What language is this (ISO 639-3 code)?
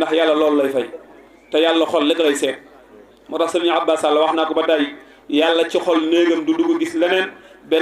wol